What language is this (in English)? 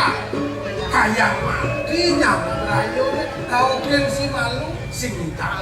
Balinese